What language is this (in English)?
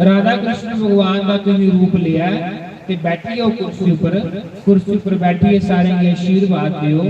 Dogri